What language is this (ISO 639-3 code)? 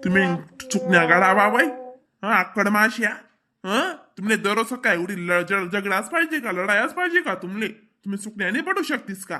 khn